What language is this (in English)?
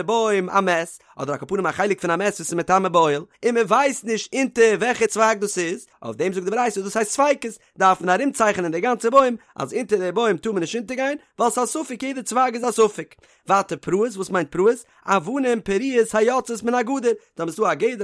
Yiddish